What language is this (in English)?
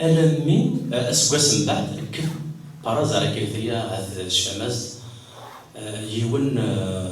Kabyle